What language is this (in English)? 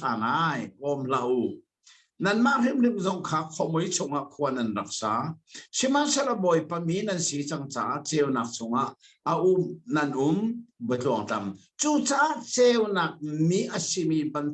Hakha Chin